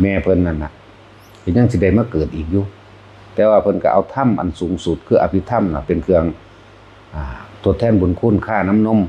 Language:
Northeastern Thai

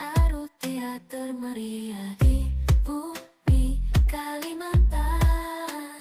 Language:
Banjar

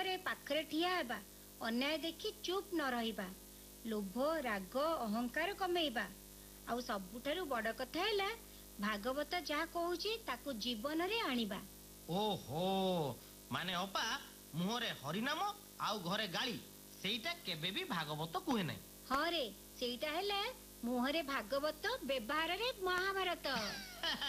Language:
Odia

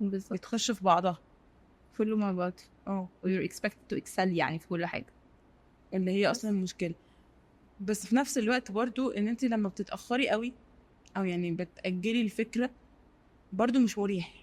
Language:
Egyptian Arabic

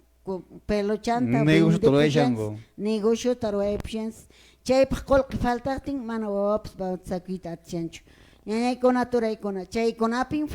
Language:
Quechua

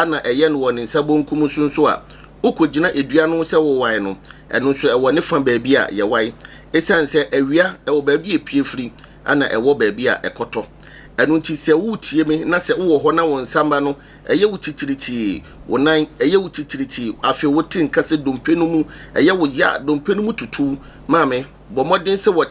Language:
Akan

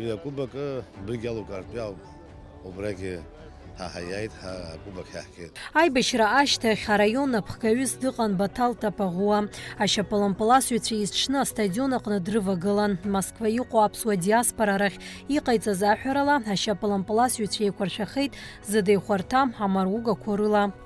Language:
Abkhazian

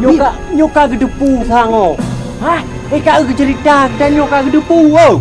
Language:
Achinese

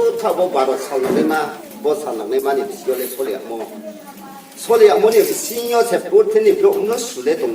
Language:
Riang (India)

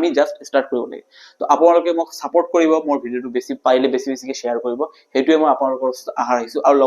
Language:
Assamese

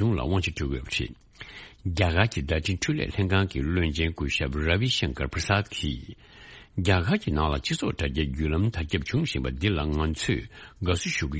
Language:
Tibetan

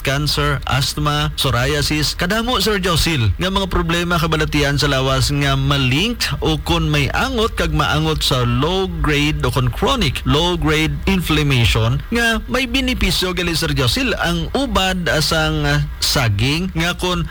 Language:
Hiligaynon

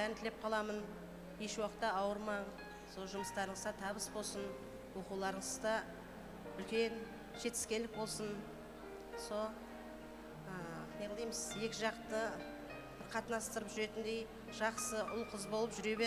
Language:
Kara-Kalpak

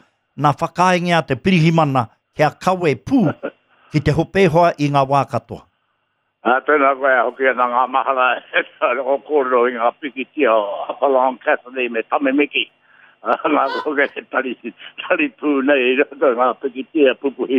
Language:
Māori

